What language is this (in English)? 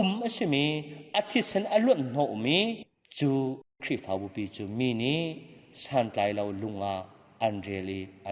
Hakha Chin